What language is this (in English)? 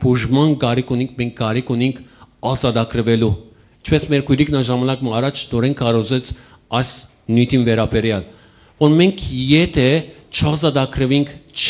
Western Armenian